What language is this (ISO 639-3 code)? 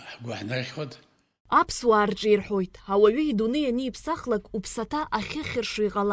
abk